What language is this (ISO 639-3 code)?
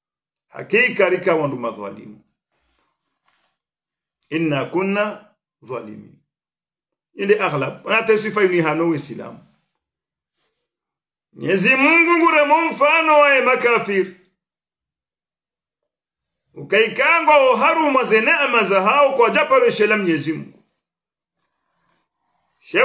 swa